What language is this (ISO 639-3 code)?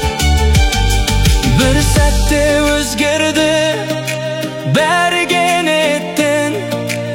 kaz